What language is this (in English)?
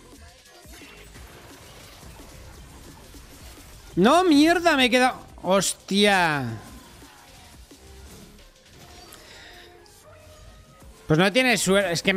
Spanish